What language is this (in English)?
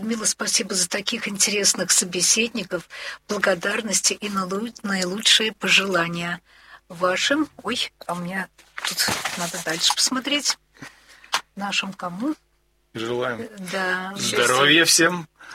Russian